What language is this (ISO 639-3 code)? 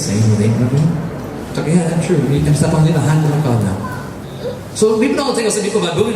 tpi